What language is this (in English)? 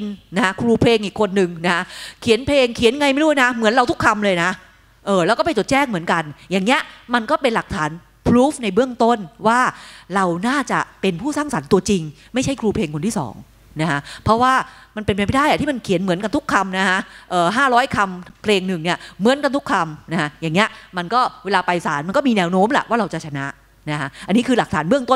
Thai